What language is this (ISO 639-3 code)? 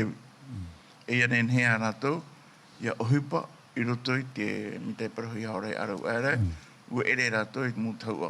tah